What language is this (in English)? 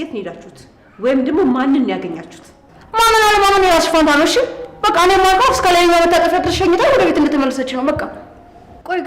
Amharic